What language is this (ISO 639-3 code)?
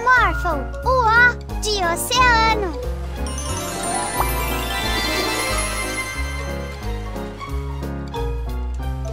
por